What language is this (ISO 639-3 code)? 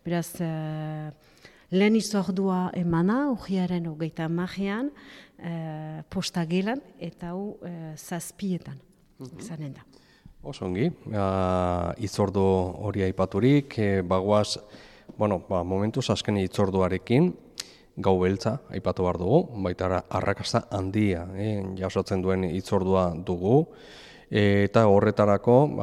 eus